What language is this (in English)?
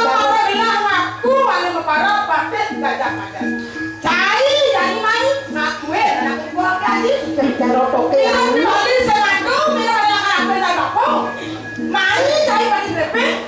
Balinese